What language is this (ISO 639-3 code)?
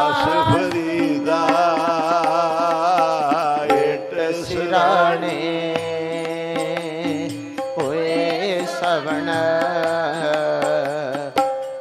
pan